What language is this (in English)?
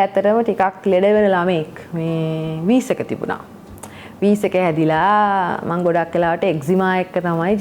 Sinhala